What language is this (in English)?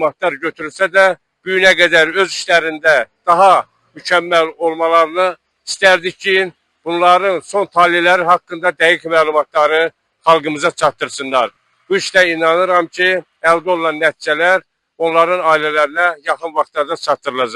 Azerbaijani